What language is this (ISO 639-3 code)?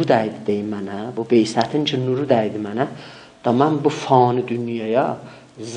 azb